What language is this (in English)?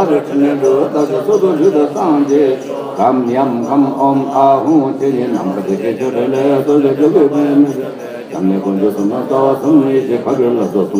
Tibetan